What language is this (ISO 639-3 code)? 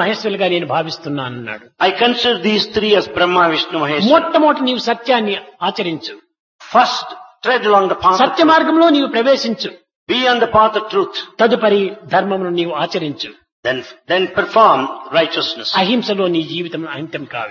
tel